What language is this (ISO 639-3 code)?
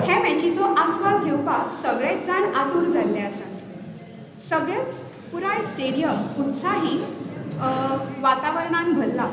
kok